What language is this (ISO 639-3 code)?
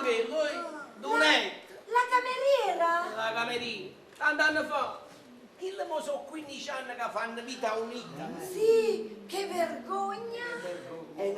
nap